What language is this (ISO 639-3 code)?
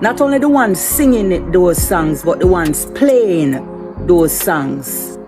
jam